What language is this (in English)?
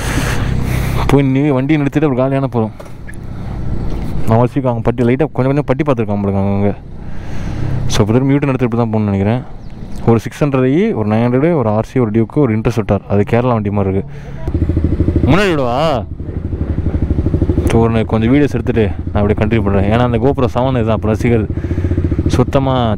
Tamil